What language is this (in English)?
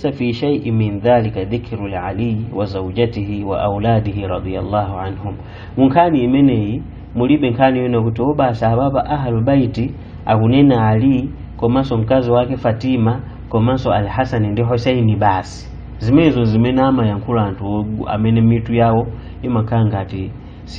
Nyanja